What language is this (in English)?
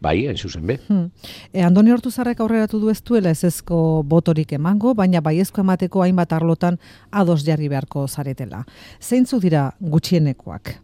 Basque